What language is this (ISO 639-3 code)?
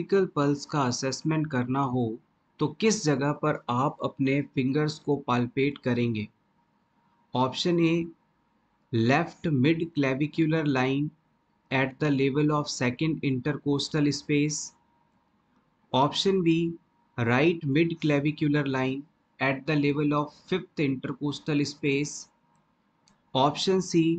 hin